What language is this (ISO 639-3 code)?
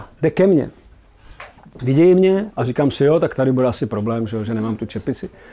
ces